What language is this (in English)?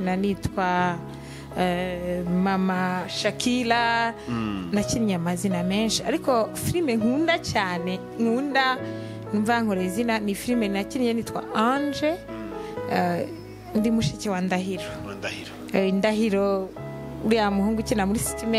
Kinyarwanda